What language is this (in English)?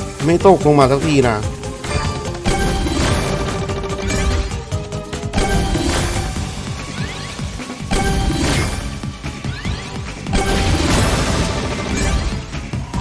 Thai